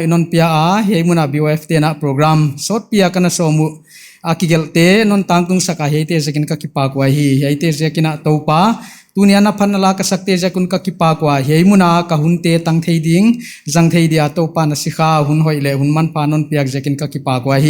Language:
Paite Chin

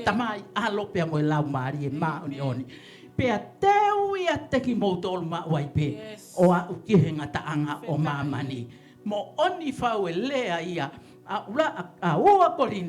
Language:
Tongan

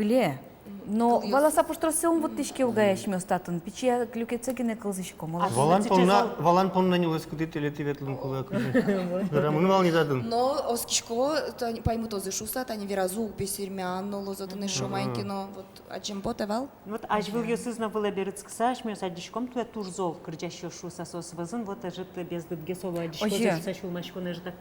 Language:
Udmurt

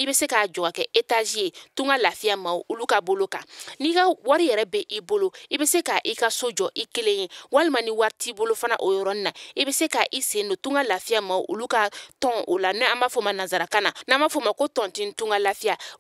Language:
Bambara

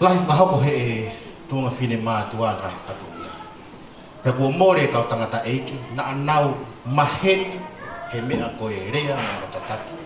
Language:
Tongan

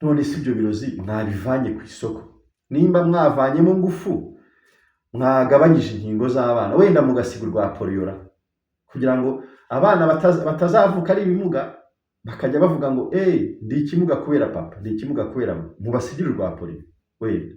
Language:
Kinyarwanda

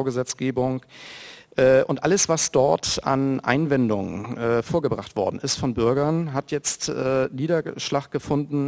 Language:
German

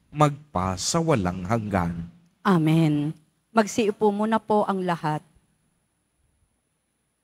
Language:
Filipino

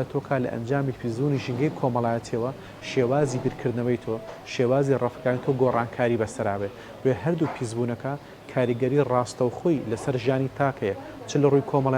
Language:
Central Kurdish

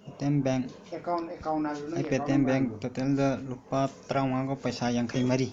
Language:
Manipuri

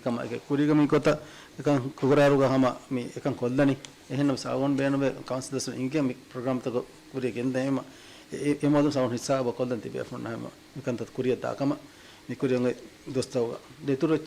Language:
Divehi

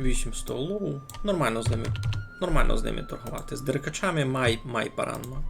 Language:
Rusyn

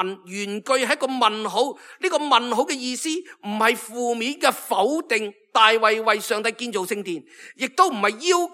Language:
Cantonese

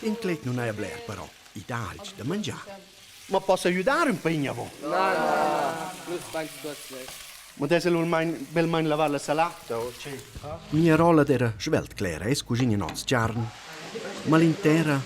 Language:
Romansh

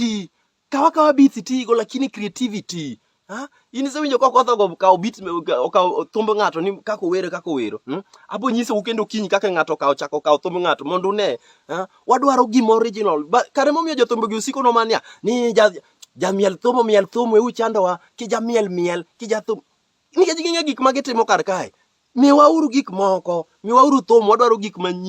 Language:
Luo (Kenya and Tanzania)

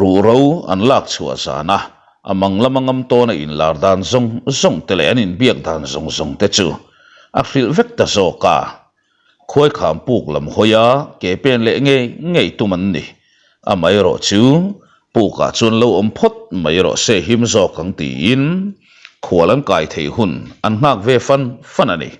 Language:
Mizo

